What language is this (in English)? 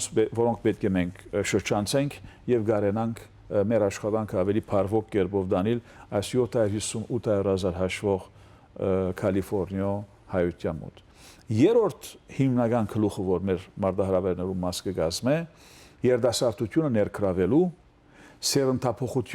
Western Armenian